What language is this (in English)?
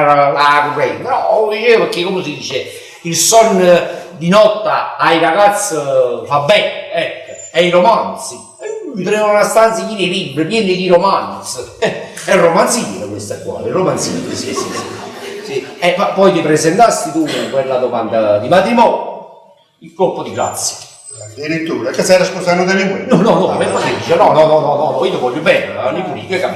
Neapolitan